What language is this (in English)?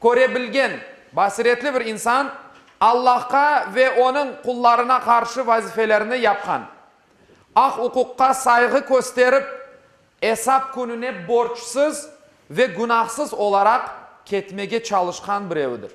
Crimean Tatar